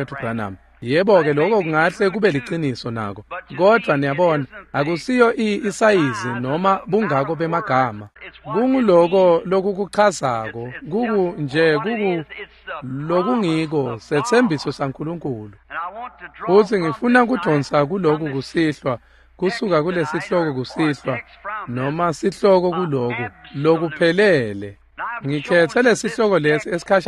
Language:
Swati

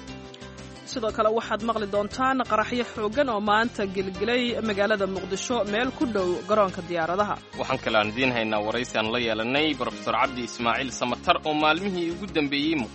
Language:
Somali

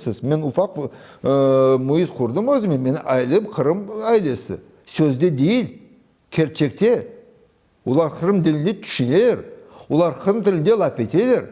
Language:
Crimean Tatar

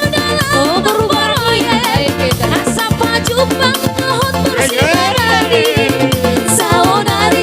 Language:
Batak Toba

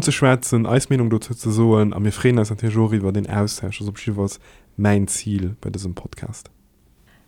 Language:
Luxembourgish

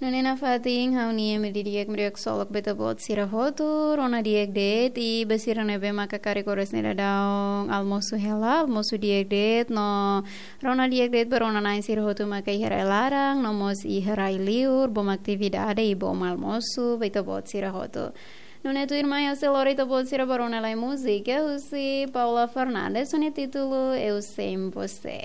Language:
Tetum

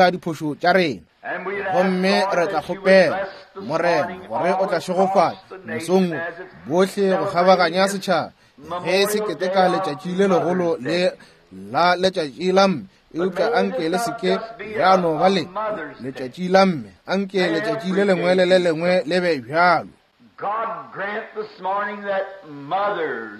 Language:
Northern Sotho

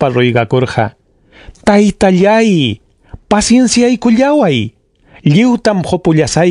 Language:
Ayacucho Quechua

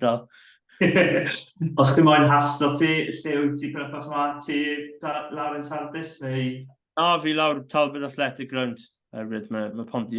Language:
Welsh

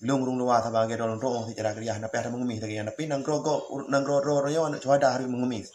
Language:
Achinese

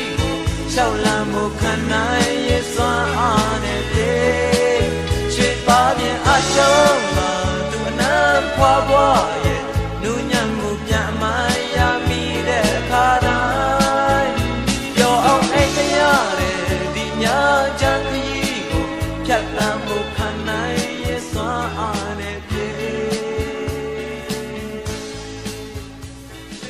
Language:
Burmese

